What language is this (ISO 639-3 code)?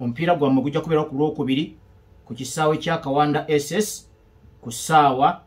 lug